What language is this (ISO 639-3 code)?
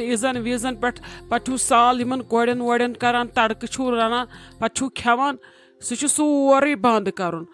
kas